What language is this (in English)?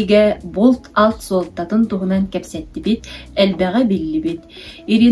Yakut